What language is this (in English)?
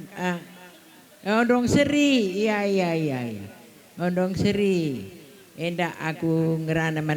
Batak Karo